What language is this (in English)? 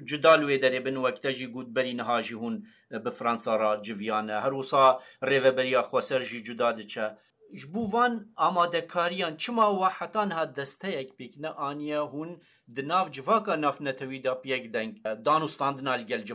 Kurdish